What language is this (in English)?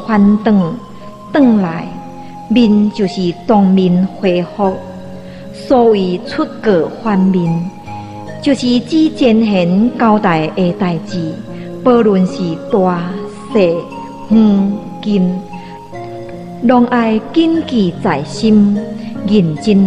Min Nan Chinese